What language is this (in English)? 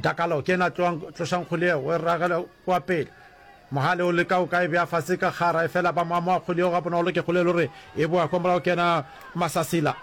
Northern Sotho